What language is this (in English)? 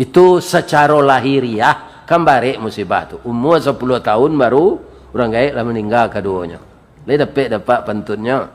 Minangkabau